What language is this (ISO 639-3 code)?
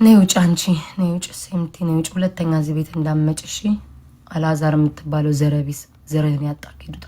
amh